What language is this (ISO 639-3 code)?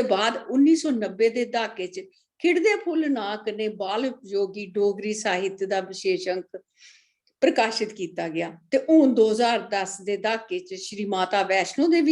doi